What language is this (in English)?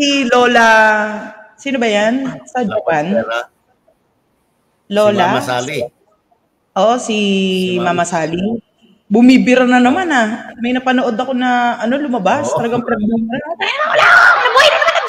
Filipino